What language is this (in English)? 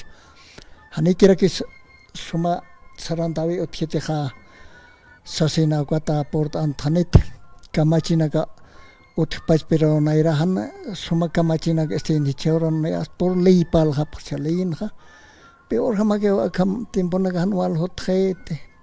Aymara